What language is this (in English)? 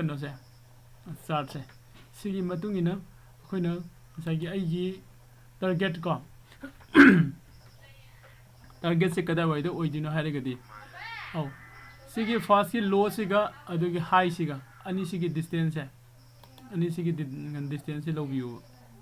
Manipuri